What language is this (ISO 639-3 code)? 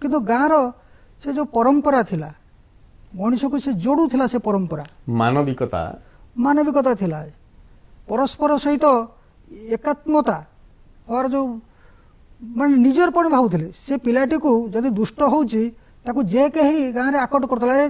ori